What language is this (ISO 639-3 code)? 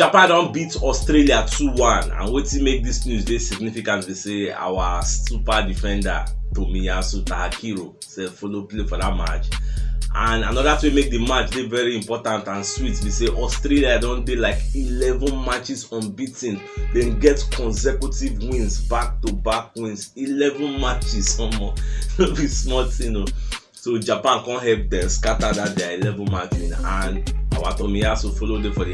pcm